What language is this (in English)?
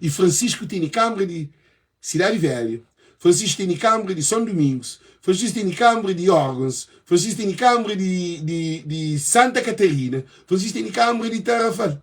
Kabuverdianu